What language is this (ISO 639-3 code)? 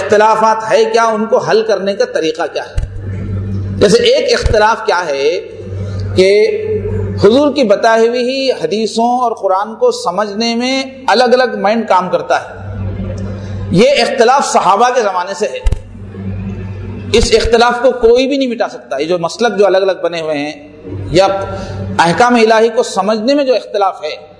urd